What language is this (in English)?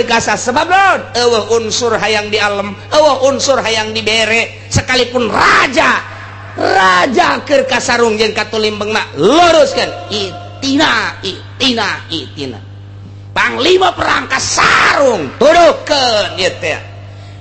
Sundanese